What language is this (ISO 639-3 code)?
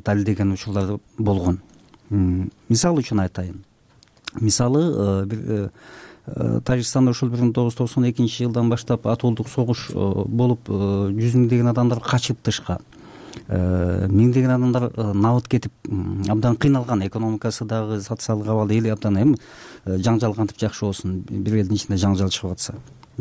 kir